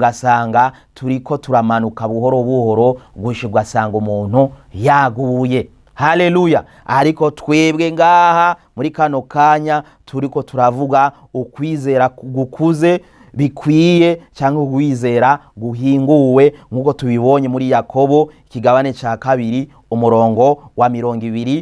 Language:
Rundi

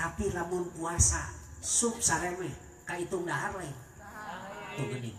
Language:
Sundanese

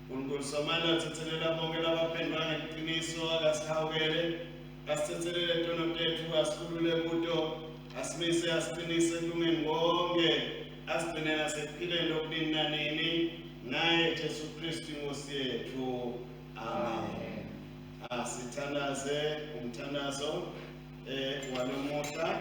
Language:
Swati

